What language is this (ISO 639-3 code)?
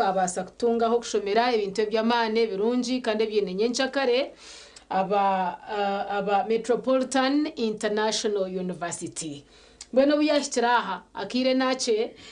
nyn